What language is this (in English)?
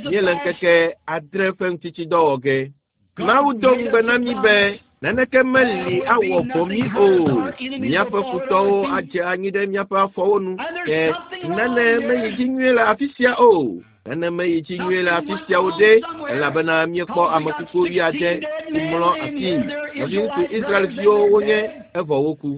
Ewe